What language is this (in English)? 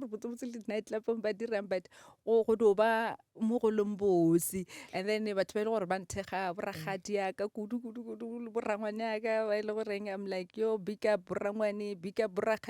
Northern Sotho